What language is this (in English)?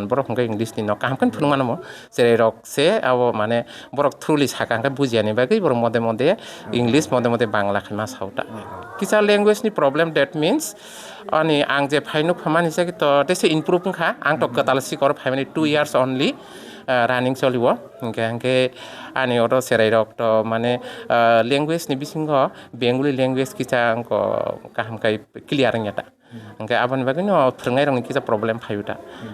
Kok Borok